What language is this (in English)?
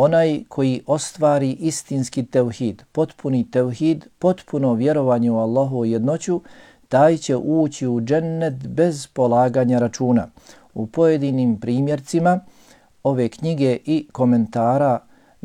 Bosnian